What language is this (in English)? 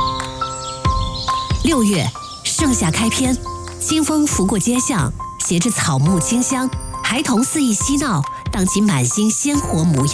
Chinese